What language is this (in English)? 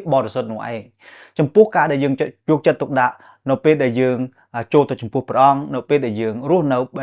Khmer